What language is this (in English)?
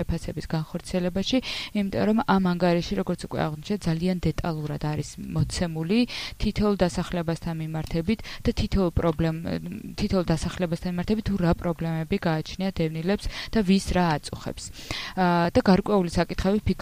Georgian